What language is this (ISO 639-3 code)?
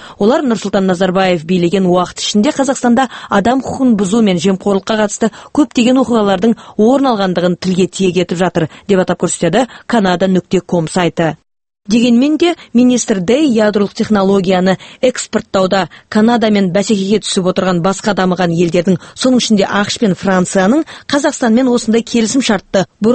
kaz